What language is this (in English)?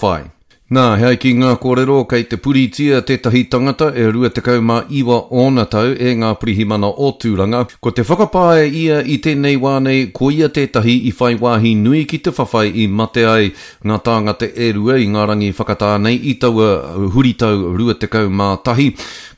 Māori